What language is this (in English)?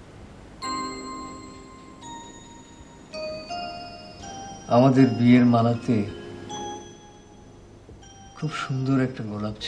Bangla